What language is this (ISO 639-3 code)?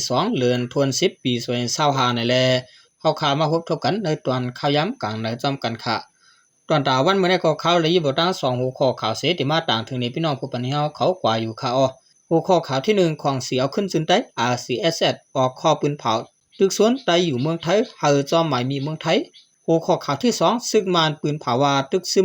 shn